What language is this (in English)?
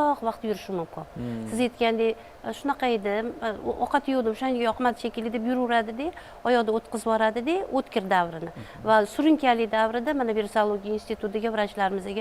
Uzbek